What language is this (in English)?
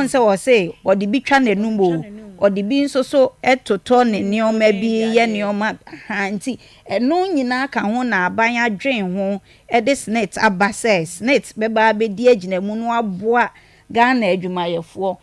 Akan